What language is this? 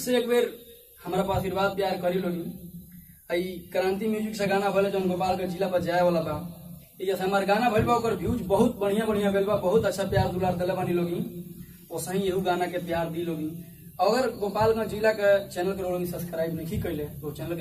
Bhojpuri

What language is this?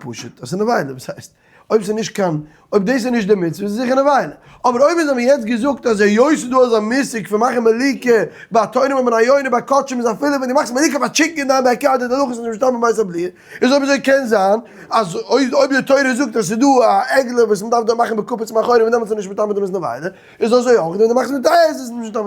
Yiddish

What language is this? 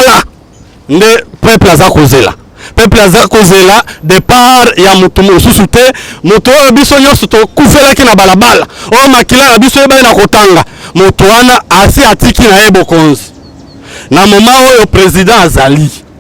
Lingala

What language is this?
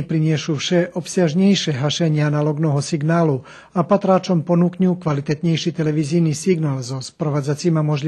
Rusyn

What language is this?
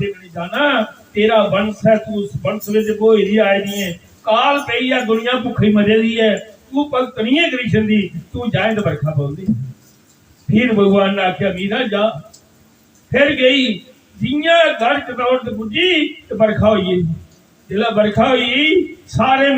Dogri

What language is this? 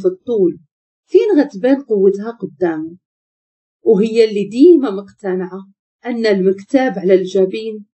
Moroccan Arabic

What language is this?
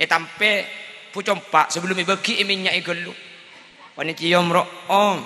Madurese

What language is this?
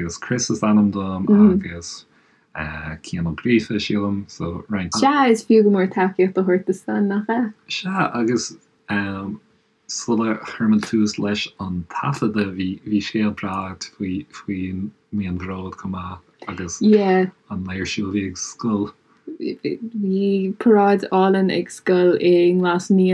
Irish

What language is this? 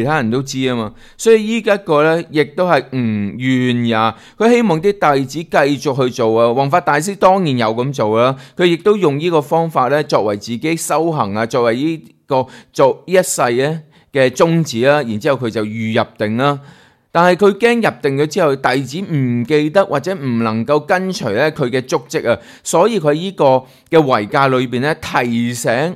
Cantonese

